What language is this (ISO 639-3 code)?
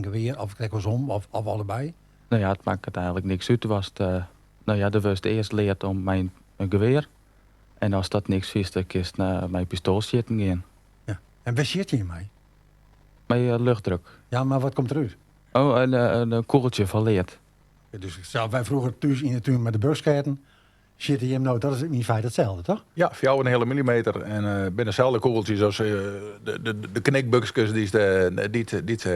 fry